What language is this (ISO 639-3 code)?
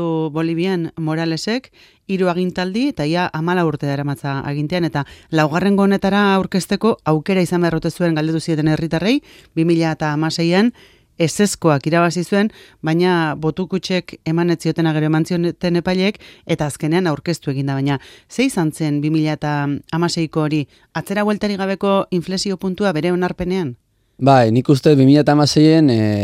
eus